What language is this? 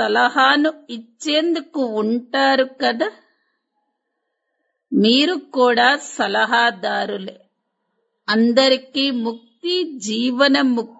Telugu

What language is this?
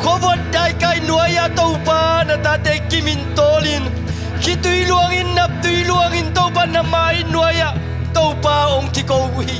Tedim Chin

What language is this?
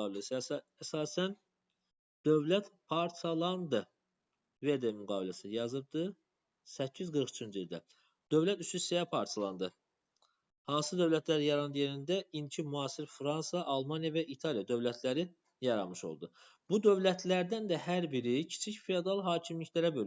Azerbaijani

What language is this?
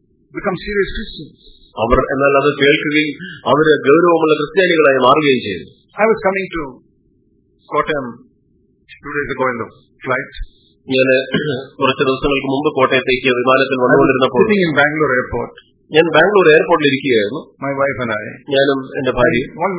Malayalam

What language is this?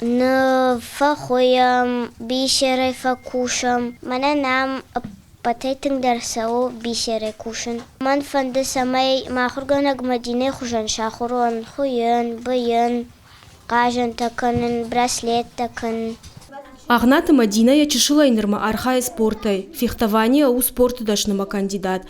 Ossetic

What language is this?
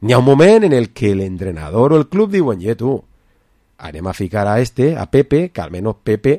Catalan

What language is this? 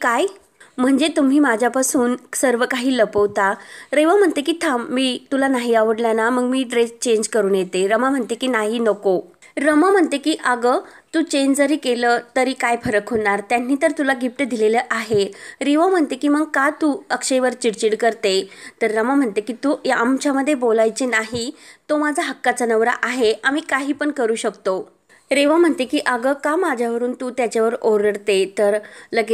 Marathi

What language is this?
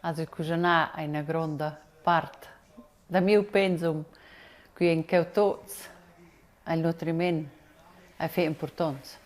Romansh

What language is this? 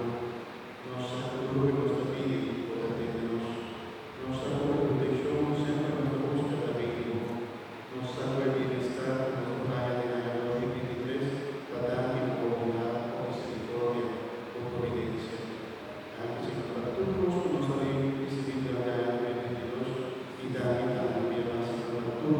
Papiamento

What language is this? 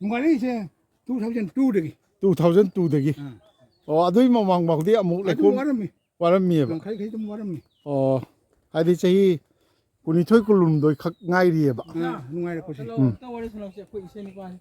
Manipuri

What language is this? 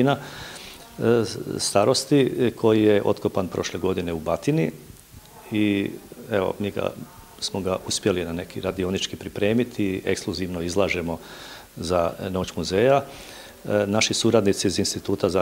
Croatian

